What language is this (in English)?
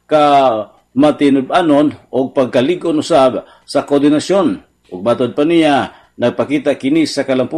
Cebuano